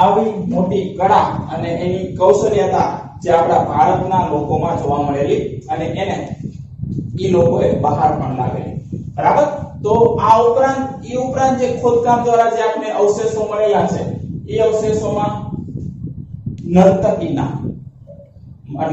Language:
Gujarati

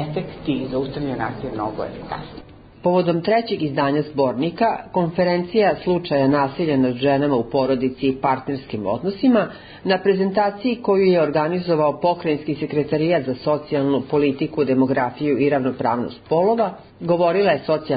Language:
Serbian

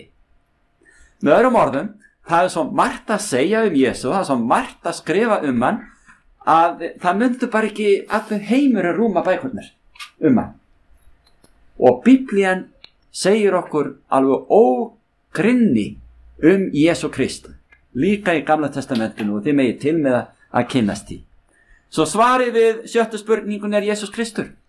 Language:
Icelandic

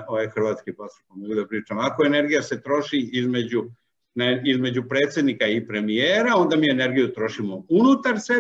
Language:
Serbian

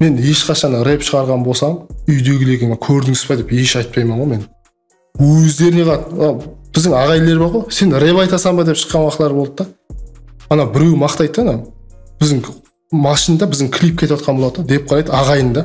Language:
Kara-Kalpak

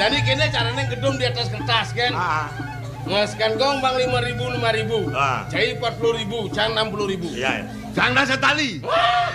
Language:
Balinese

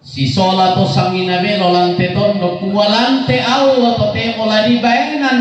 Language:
Toraja-Sa'dan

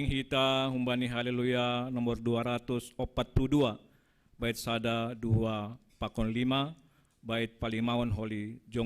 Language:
Batak Simalungun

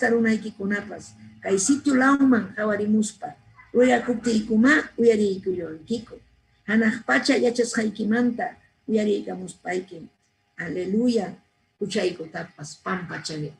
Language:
Ayacucho Quechua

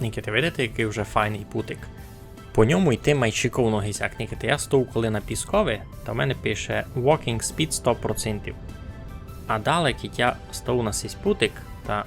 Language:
Rusyn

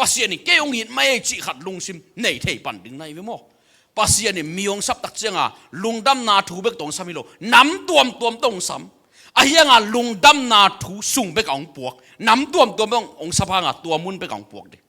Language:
Tedim Chin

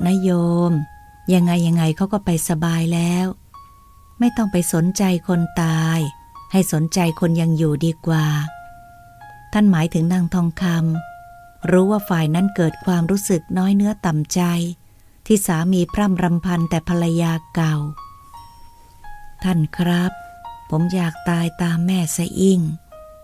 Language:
Thai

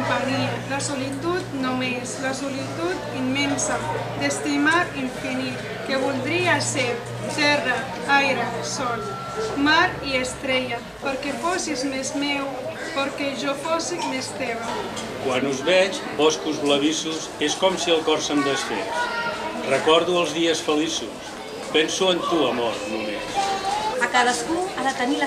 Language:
Catalan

